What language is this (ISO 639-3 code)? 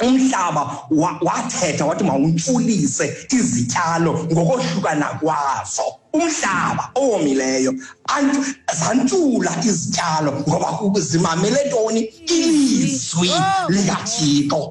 xho